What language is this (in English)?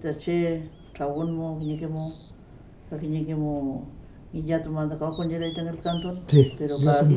Mapuche